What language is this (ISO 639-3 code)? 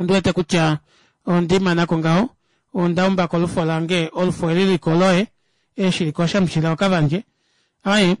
kua